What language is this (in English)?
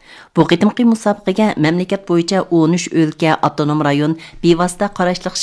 Uyghur